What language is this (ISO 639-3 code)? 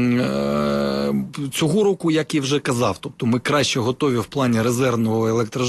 ukr